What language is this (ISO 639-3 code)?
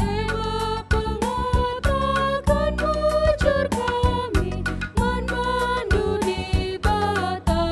btx